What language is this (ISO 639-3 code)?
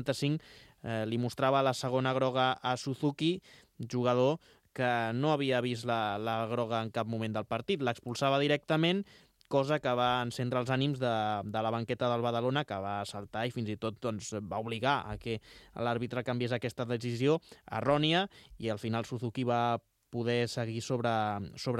cat